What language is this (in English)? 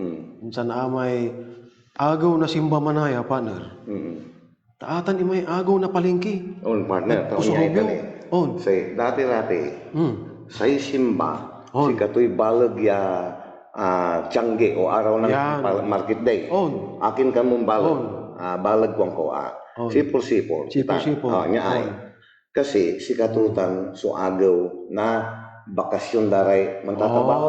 Pangasinan